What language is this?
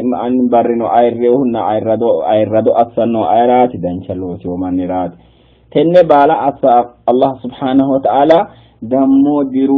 Sidamo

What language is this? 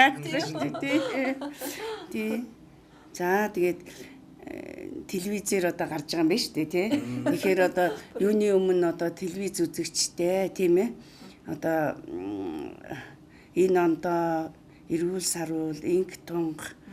Mongolian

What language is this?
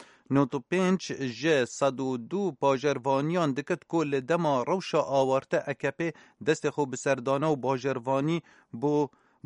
Kurdish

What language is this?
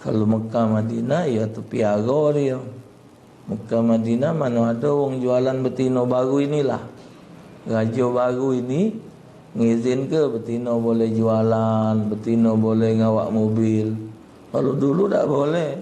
Musi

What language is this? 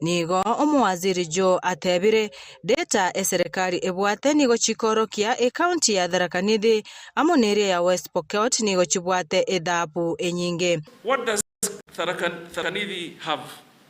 Gusii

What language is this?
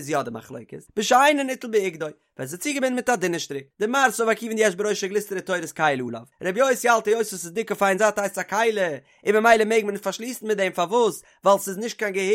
Yiddish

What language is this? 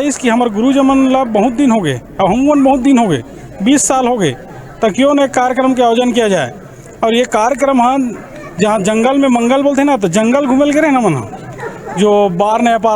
Chhattisgarhi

